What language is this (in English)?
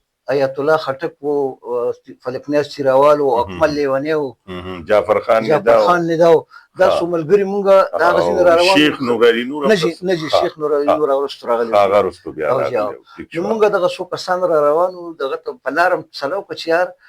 Pashto